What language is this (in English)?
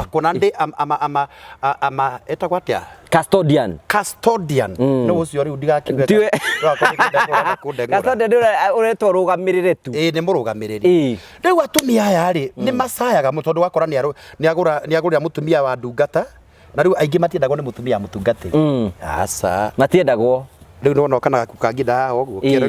Kikuyu